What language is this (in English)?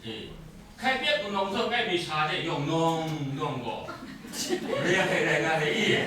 Kachin